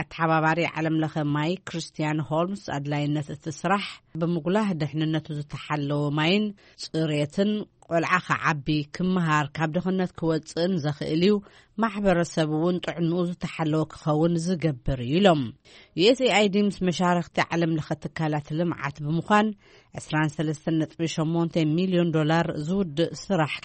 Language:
Tigrinya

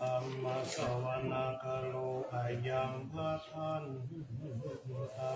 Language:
Pali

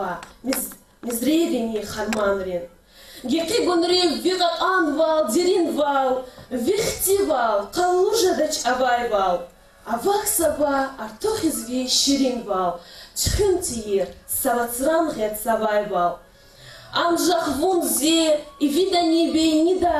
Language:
Lezghian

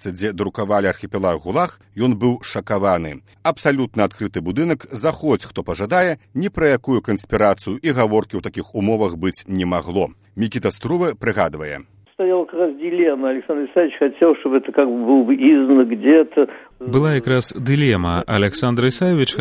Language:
Belarusian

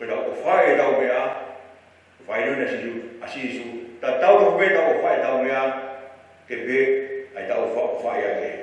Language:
Tongan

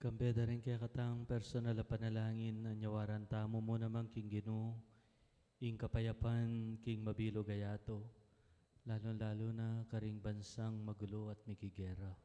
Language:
Pampanga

